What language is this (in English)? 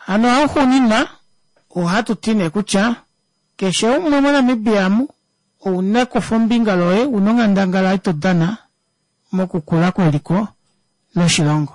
Kuanyama